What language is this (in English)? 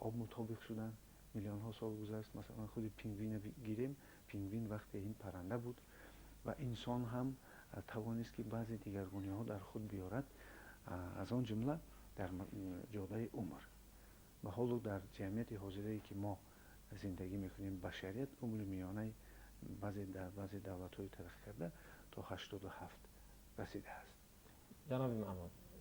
Tajik